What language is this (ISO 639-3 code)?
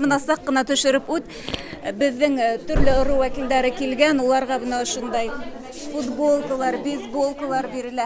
bak